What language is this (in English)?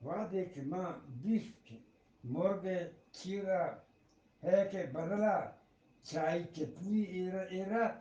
Eastern Balochi